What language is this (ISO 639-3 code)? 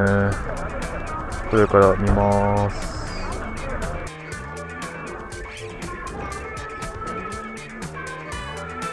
jpn